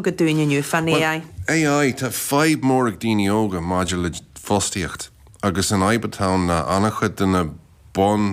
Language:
Irish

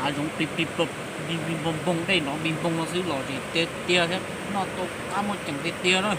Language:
Hmong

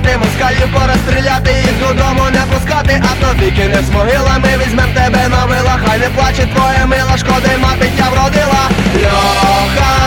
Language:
Ukrainian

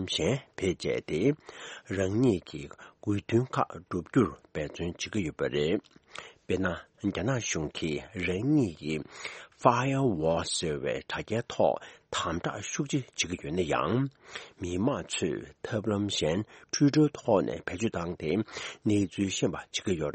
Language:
Tibetan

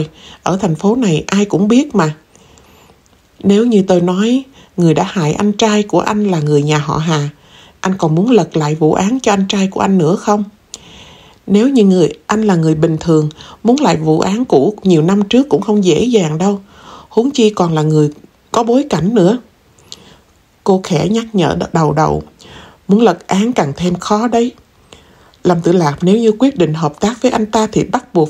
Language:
Vietnamese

